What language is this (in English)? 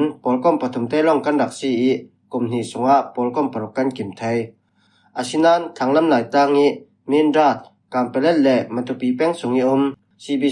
Falam Chin